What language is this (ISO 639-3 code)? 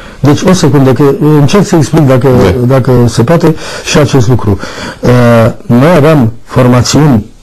ron